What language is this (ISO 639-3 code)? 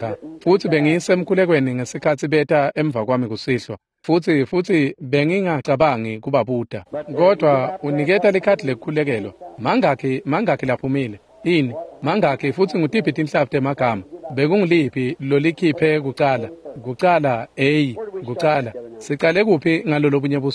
ssw